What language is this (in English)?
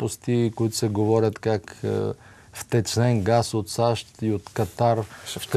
Bulgarian